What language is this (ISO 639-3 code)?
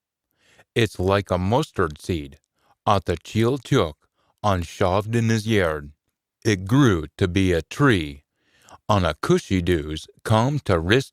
sco